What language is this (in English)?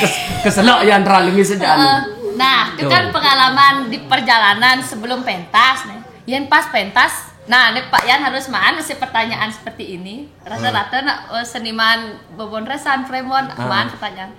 Balinese